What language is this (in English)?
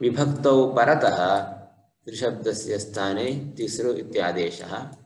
Sanskrit